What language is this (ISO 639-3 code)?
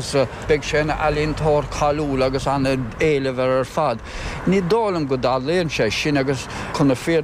gle